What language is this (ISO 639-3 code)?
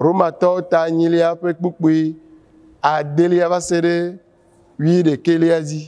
ewe